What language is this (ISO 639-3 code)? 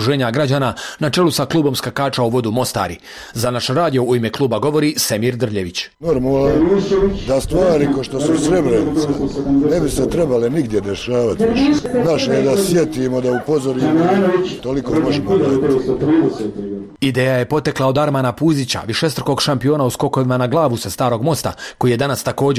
bos